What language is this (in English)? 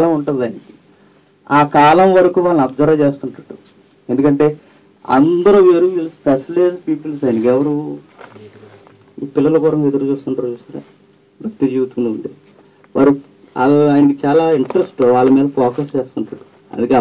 Telugu